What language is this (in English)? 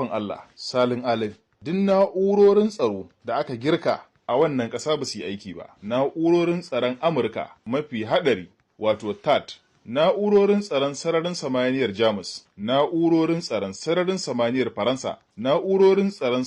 Hausa